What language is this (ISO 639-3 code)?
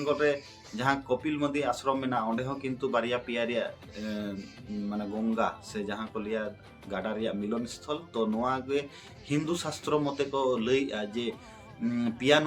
sat